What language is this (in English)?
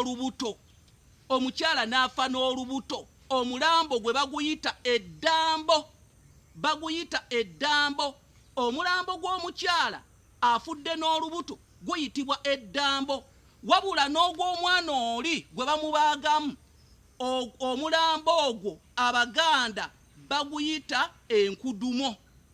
Ganda